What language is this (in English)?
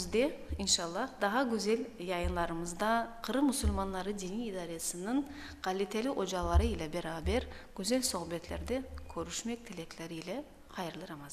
Crimean Tatar